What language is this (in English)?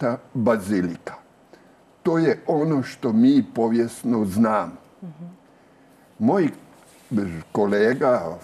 Croatian